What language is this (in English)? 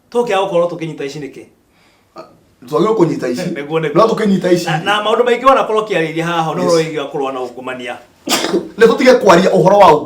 Kikuyu